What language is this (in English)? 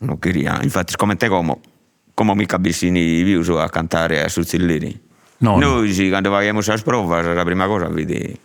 Sardinian